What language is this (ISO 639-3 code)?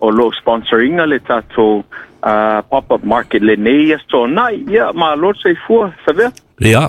smo